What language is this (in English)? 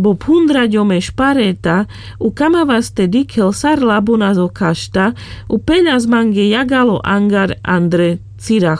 Carpathian Romani